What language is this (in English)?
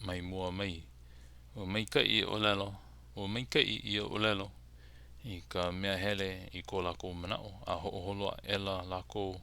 Hawaiian